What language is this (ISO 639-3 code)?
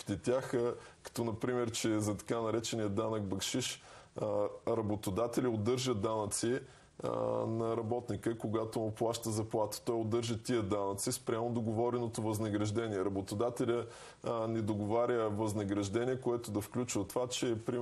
bul